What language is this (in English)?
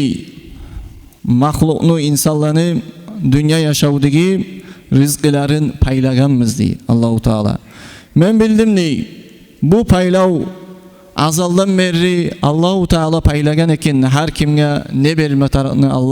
Kumyk